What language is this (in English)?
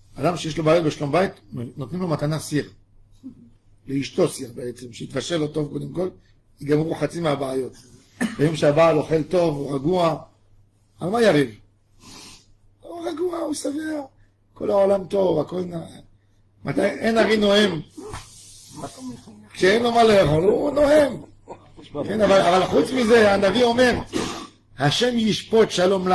Hebrew